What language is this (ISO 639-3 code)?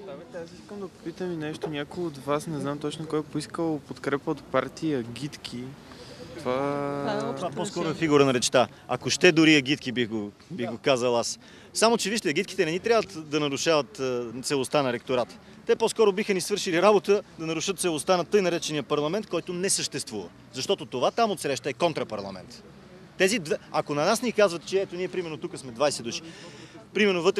bul